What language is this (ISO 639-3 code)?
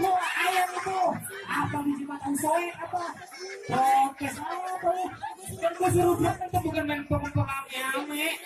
bew